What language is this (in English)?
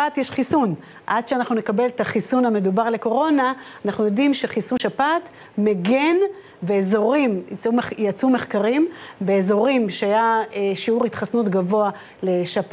Hebrew